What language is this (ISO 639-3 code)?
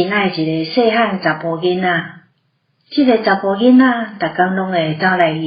nan